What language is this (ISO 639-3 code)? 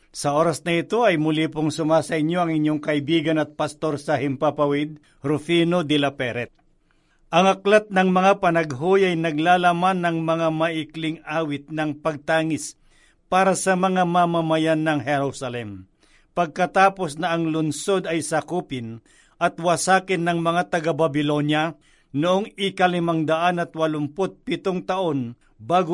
fil